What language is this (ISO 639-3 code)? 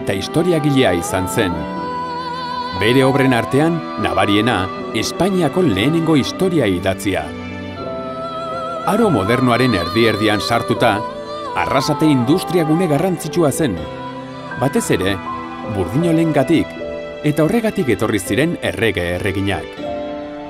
eus